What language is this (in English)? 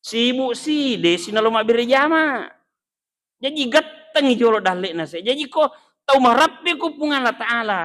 Buginese